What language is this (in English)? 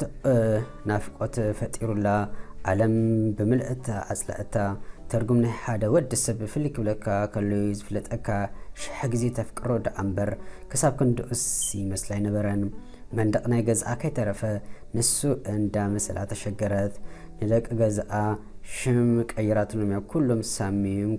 Tigrinya